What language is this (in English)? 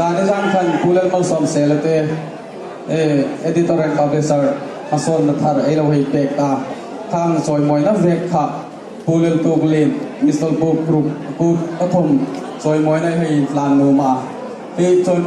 Hmar